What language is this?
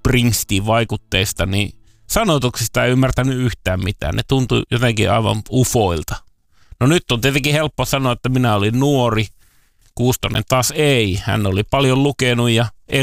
Finnish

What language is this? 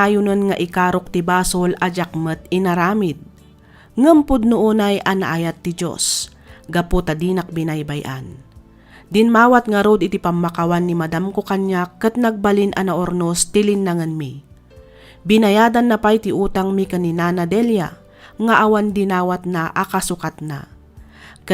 Iloko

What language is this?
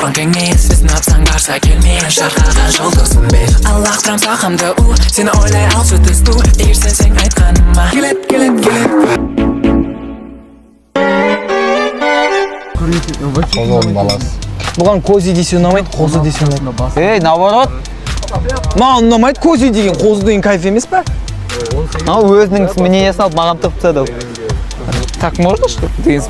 Kazakh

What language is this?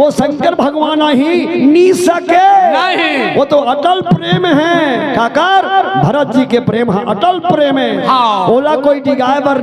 Chhattisgarhi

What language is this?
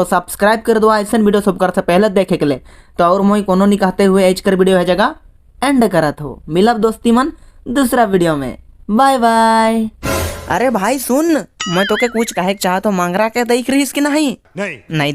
Sadri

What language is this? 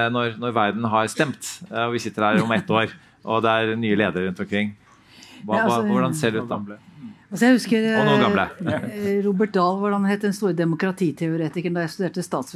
Norwegian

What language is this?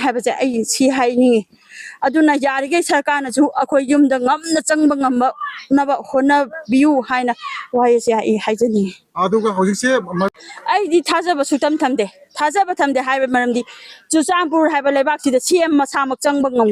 Manipuri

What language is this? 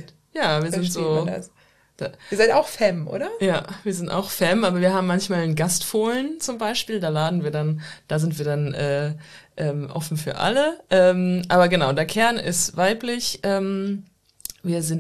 German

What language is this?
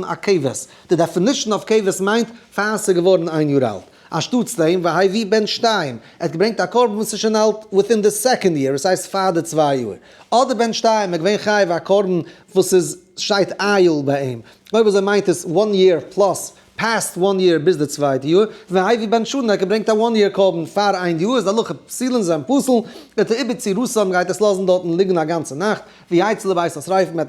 Yiddish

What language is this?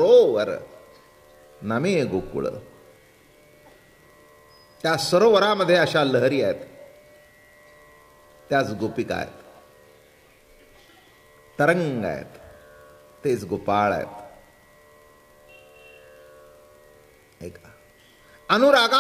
Marathi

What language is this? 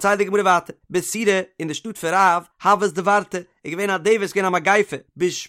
Yiddish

